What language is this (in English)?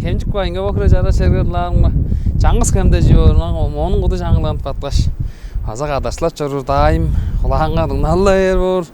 Tuvinian